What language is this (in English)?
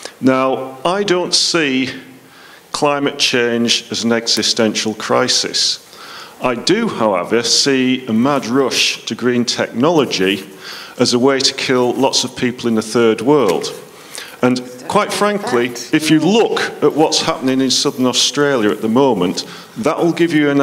English